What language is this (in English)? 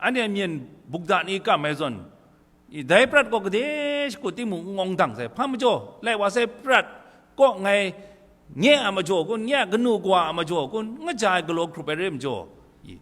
Kachin